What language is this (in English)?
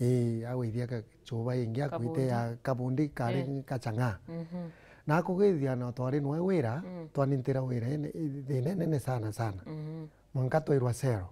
Meru